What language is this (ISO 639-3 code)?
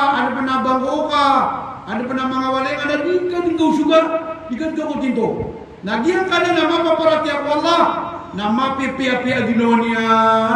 mrw